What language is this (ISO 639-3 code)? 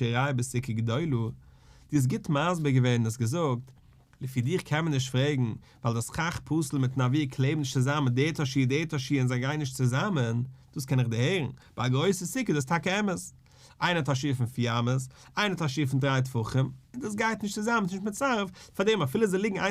yid